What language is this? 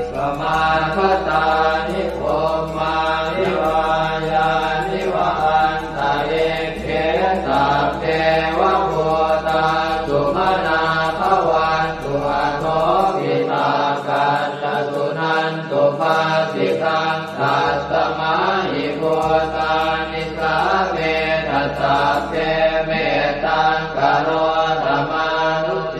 Pali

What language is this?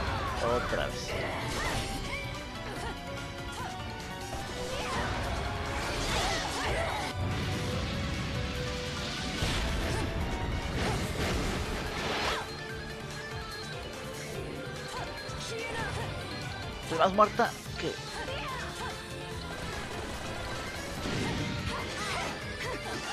Spanish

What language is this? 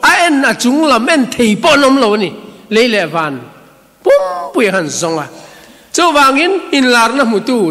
Mizo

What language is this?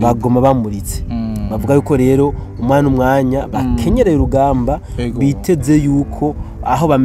Rundi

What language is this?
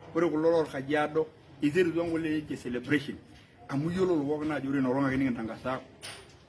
Masai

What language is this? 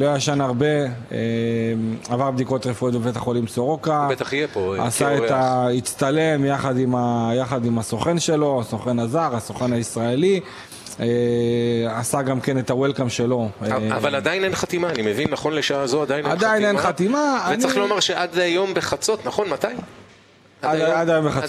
Hebrew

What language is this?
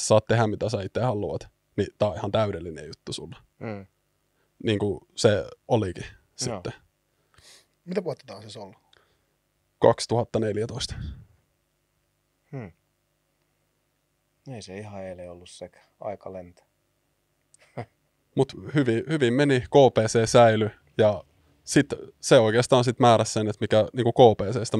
Finnish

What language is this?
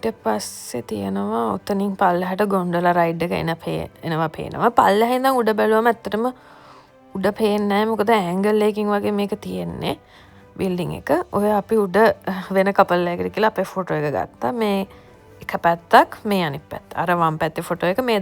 Sinhala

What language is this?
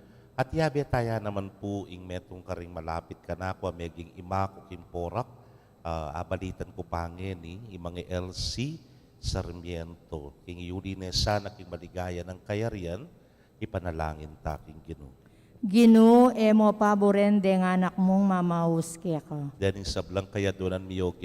Pampanga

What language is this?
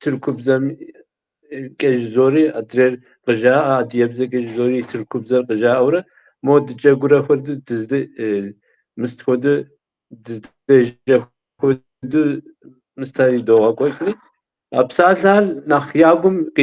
Kabardian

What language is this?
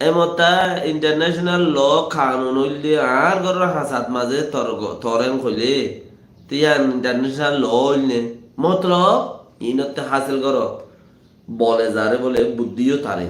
Rohingya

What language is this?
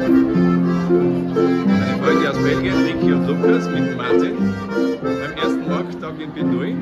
Bavarian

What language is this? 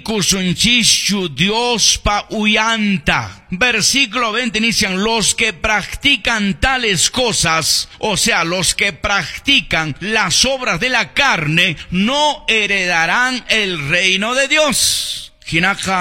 Quechua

